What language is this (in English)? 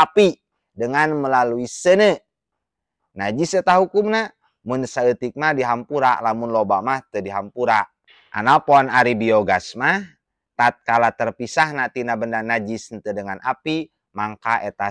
Sundanese